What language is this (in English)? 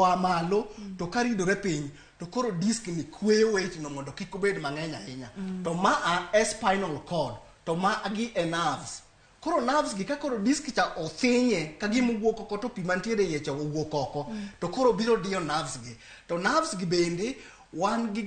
Luo (Kenya and Tanzania)